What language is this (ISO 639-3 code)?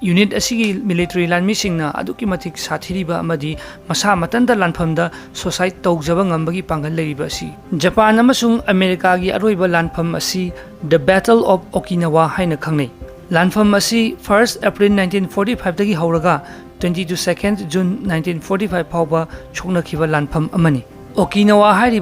mni